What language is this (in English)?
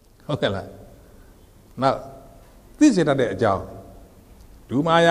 Burmese